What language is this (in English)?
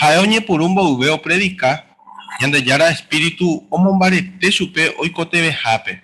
Guarani